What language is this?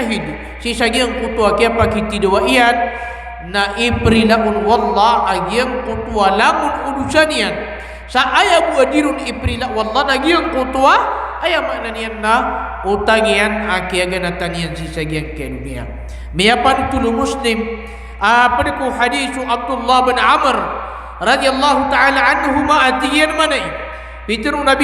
Maranao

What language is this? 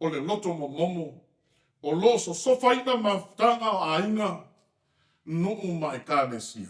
Samoan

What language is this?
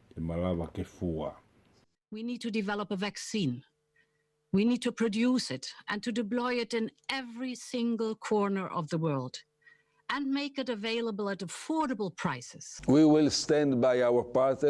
Tongan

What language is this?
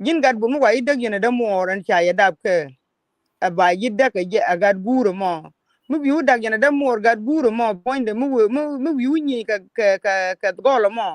Nuer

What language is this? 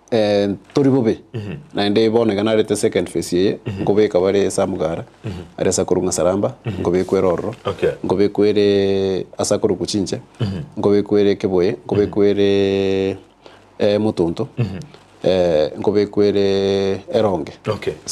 Gusii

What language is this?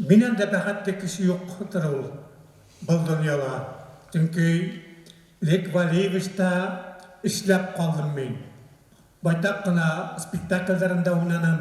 Bashkir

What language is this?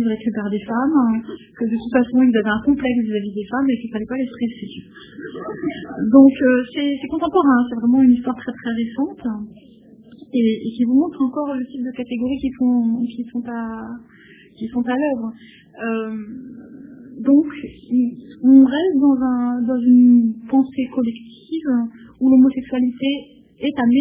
French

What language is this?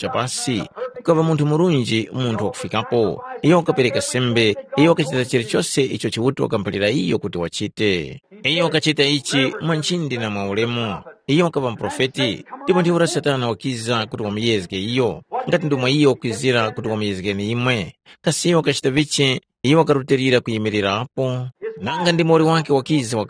Tumbuka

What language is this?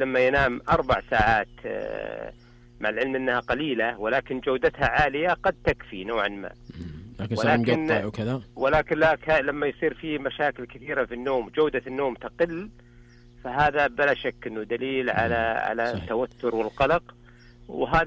Najdi Arabic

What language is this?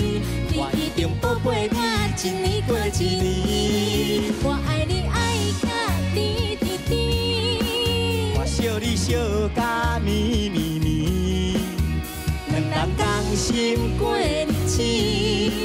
Chinese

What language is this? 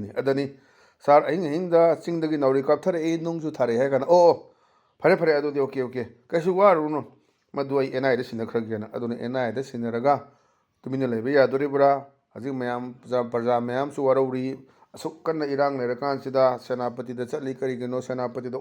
Manipuri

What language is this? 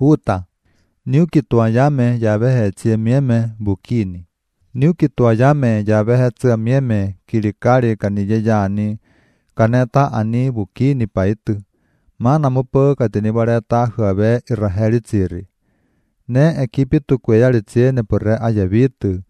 Latvian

